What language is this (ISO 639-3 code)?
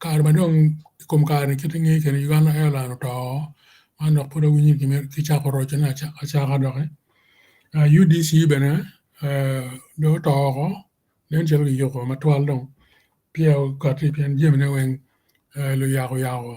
ach